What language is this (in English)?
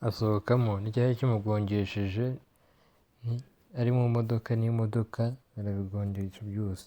Kinyarwanda